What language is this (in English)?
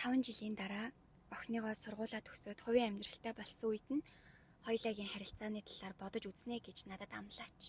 Mongolian